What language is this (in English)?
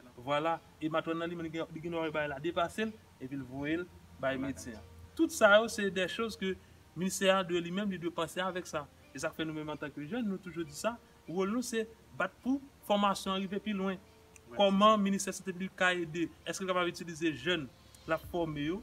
Haitian Creole